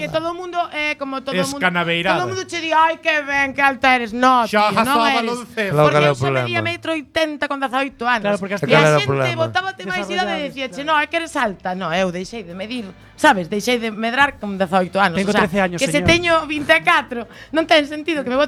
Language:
Galician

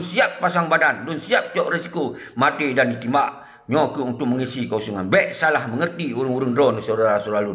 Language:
Achinese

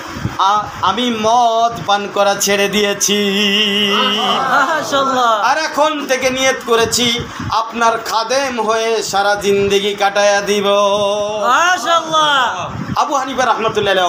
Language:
Bangla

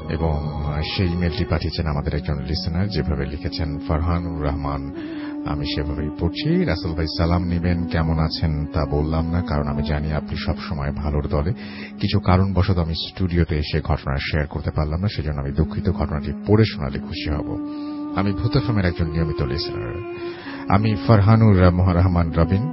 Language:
Bangla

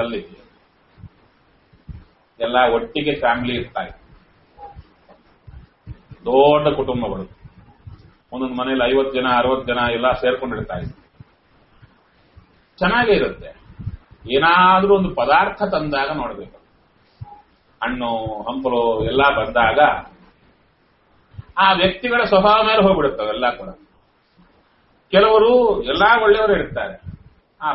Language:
Kannada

